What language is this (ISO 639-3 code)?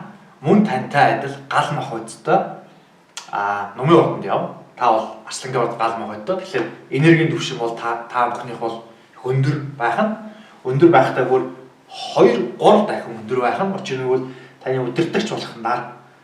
mon